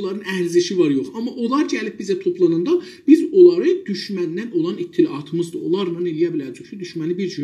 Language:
South Azerbaijani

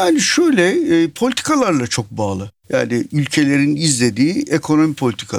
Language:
Turkish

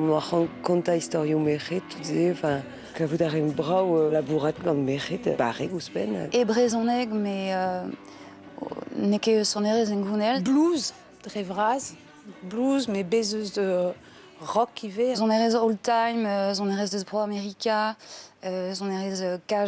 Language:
Breton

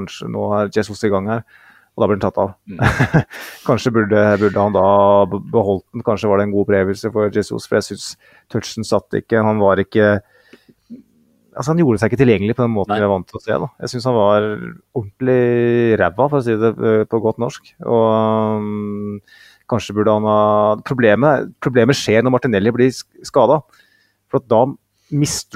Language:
Norwegian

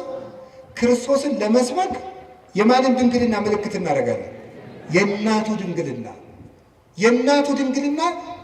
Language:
Amharic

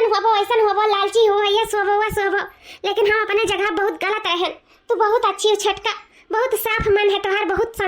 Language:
Awadhi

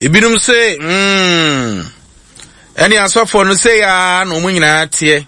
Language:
Akan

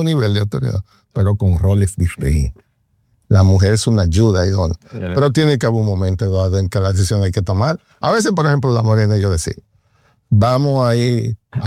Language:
Spanish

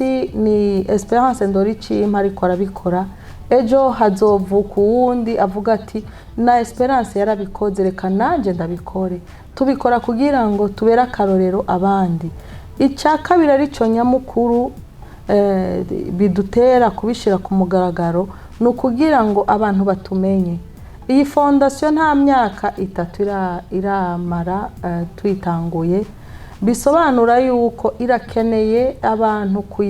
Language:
Rundi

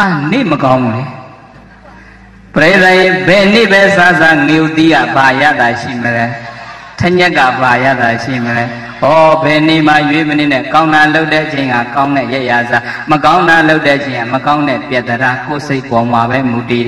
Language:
Burmese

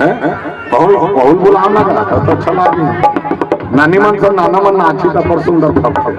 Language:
Chhattisgarhi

